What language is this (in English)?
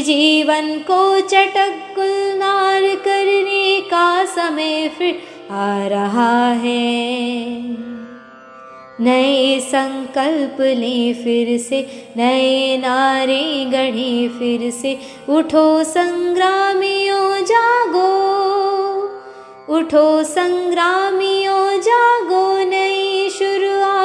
Hindi